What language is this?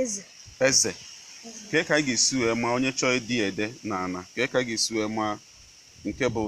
Igbo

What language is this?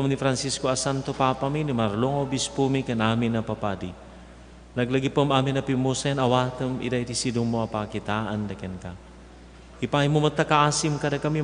Iloko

